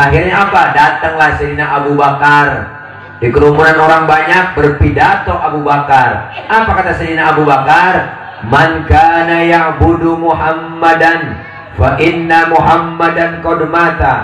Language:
Betawi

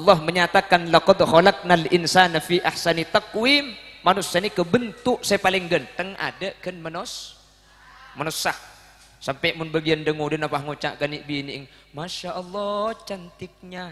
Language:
Madurese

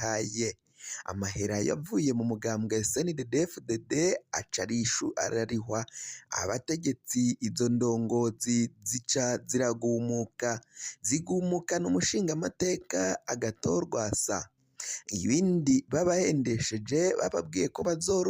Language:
Rundi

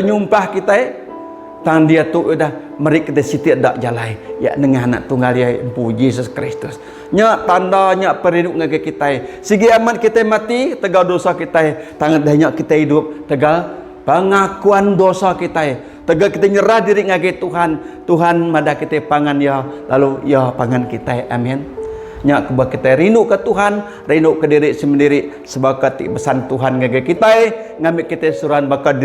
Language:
Iban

